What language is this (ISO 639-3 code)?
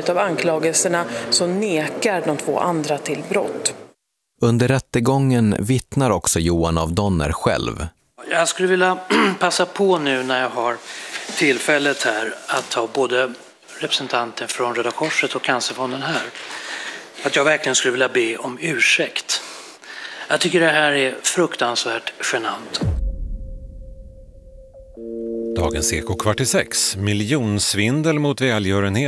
swe